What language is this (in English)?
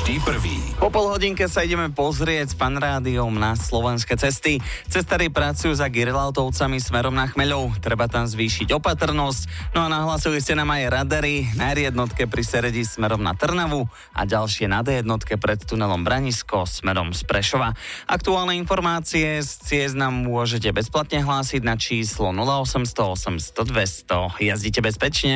Slovak